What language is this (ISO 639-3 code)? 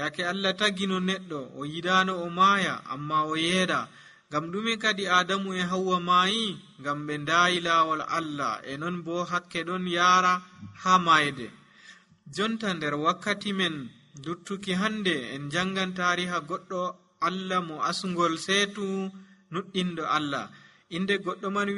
fuv